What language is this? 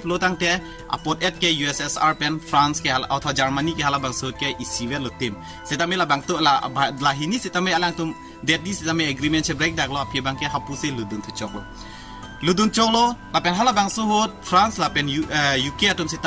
Karbi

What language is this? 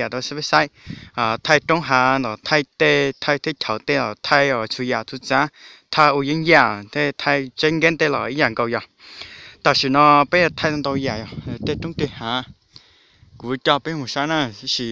Hmong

